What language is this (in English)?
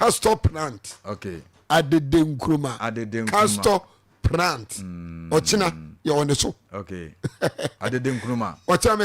Akan